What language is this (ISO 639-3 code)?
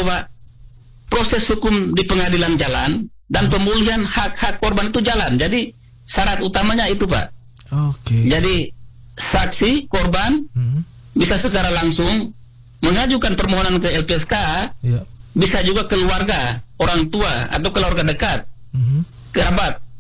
ind